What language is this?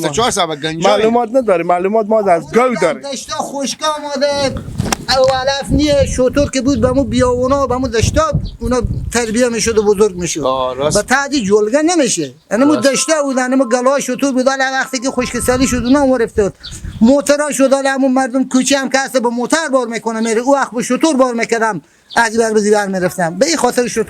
Persian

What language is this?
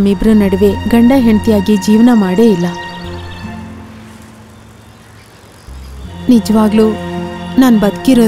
Kannada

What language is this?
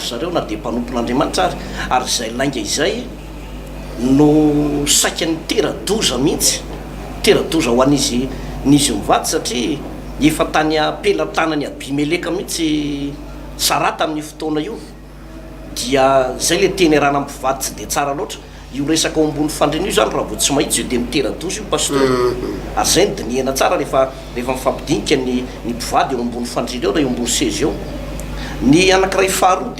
Malagasy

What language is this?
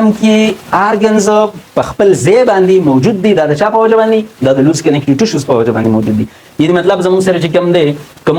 Pashto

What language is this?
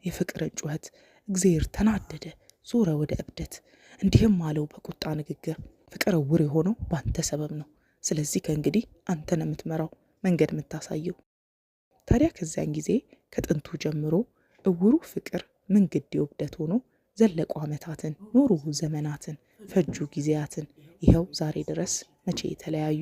Amharic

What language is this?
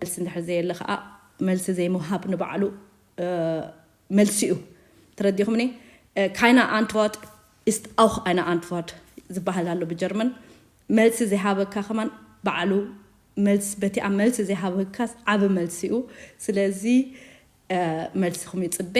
Tigrinya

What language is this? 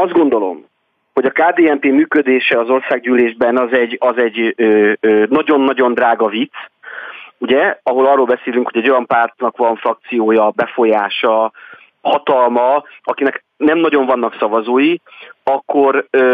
Hungarian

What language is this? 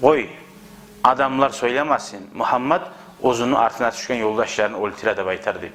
Kumyk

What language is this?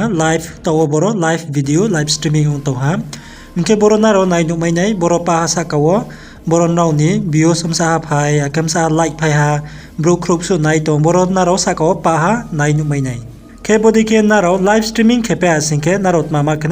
Riang (India)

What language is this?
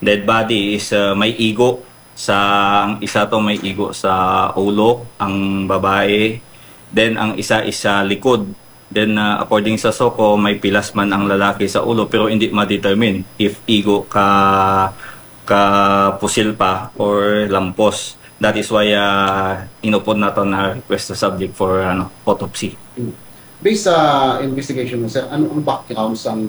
Hiligaynon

